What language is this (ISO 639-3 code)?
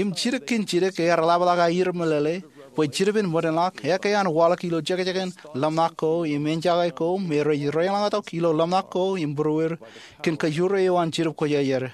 mah